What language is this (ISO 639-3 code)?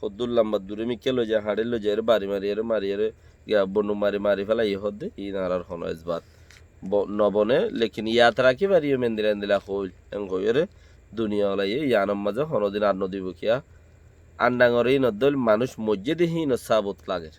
rhg